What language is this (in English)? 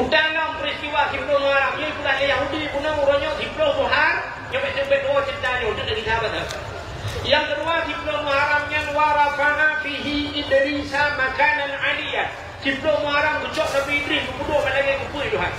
Achinese